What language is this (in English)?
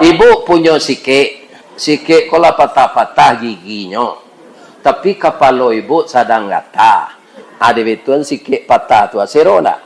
Minangkabau